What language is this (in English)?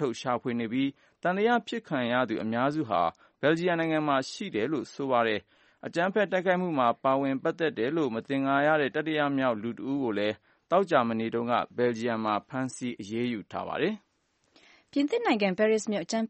Burmese